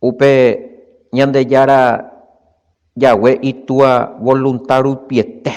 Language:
Guarani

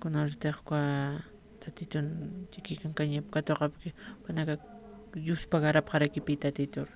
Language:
Aymara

